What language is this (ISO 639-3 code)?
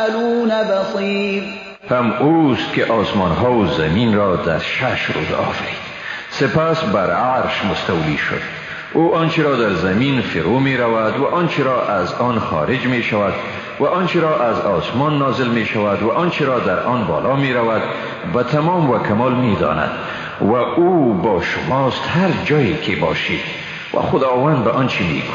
fas